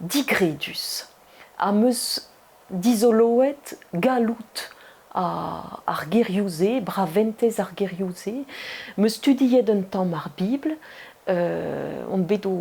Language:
Breton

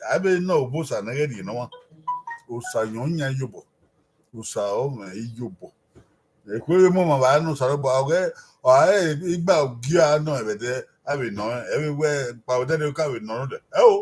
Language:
Bini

